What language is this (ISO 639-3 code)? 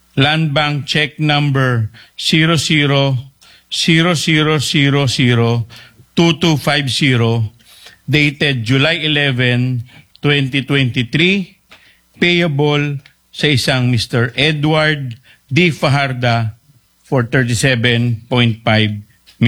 fil